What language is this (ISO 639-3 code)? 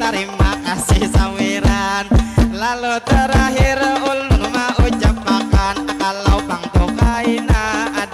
bjn